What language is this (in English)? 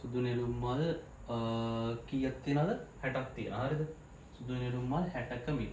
Sinhala